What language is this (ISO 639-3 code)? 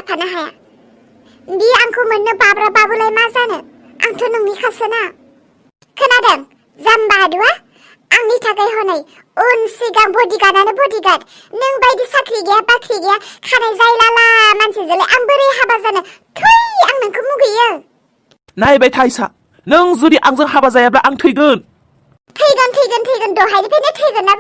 brx